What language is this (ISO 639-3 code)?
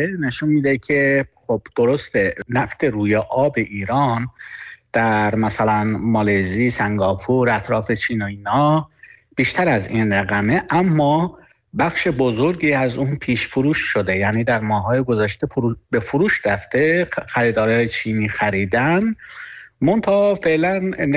fas